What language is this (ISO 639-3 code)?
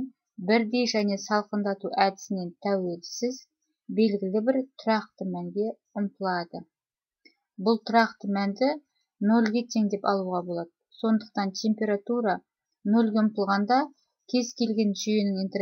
kaz